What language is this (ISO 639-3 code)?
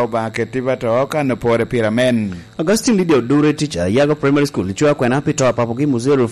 laj